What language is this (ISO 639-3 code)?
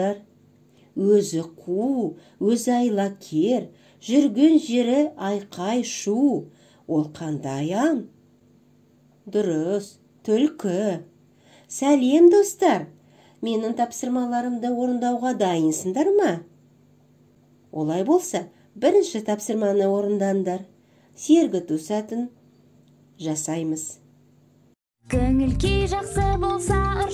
kaz